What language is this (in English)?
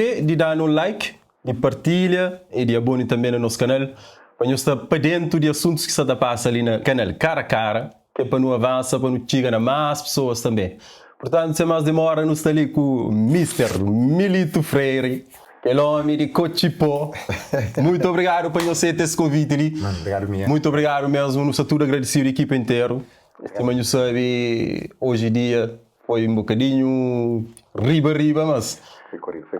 Kabuverdianu